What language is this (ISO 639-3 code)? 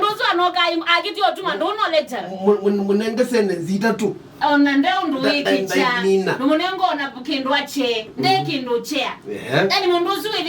kam